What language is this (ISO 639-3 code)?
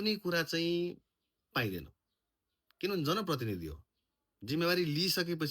nep